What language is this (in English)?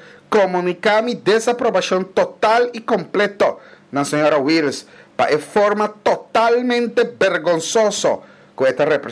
Papiamento